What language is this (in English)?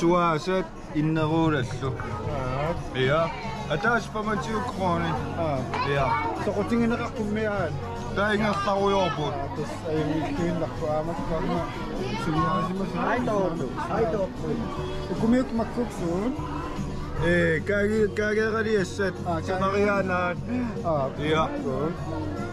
Kalaallisut